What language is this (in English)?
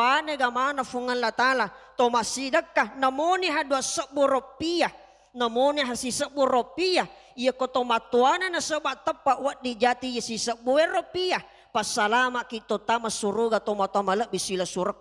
Buginese